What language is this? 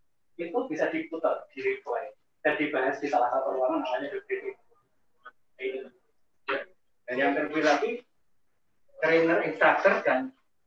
Indonesian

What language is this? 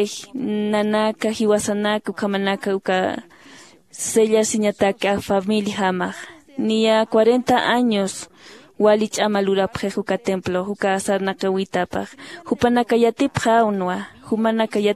Aymara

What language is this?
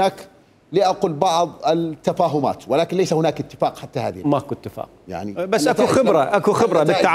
Mesopotamian Arabic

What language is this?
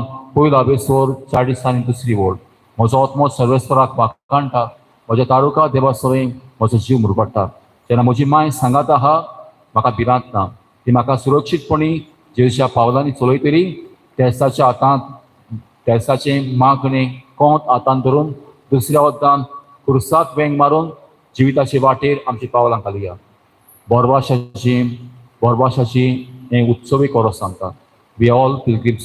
Konkani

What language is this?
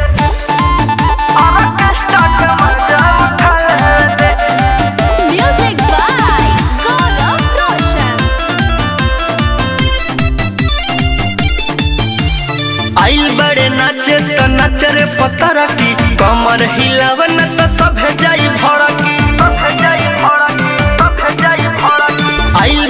Bhojpuri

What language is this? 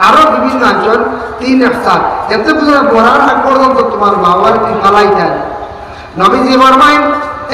Sylheti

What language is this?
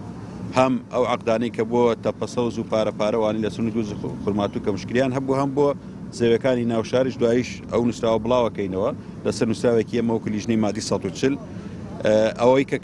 Central Kurdish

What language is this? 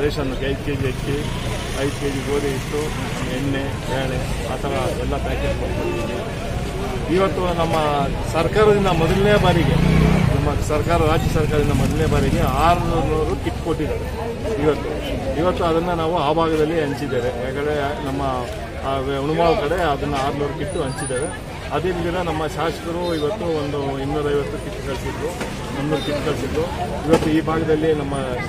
Kannada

